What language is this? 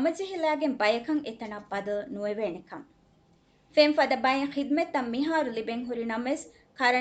Divehi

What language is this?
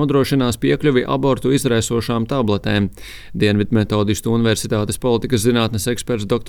Latvian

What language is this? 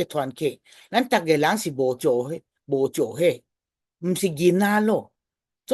Min Nan Chinese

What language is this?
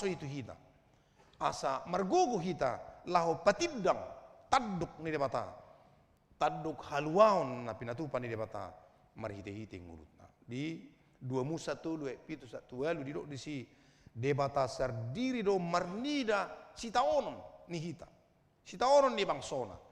Batak Toba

